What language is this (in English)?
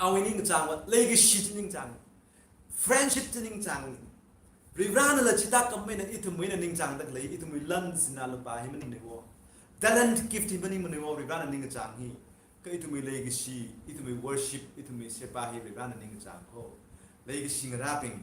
Tangkhul Naga (India)